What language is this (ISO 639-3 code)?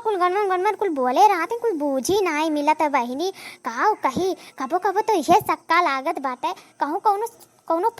awa